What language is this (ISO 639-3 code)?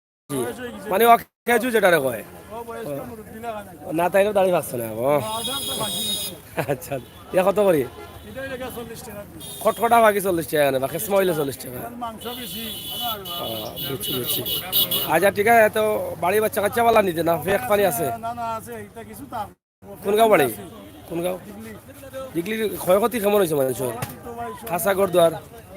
syl